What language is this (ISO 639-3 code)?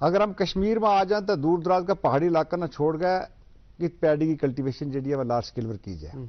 gju